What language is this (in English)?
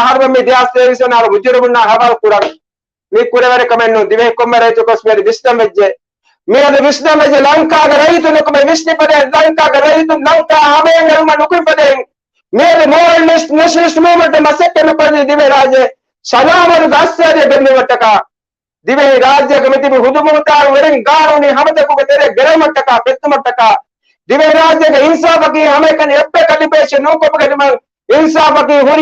Divehi